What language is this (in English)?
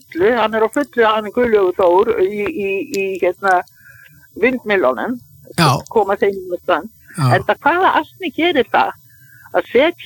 Icelandic